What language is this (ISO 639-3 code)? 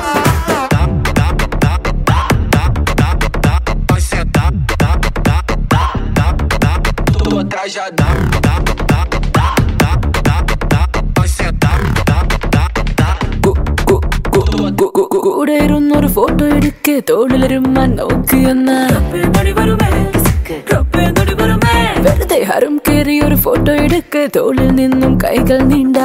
mal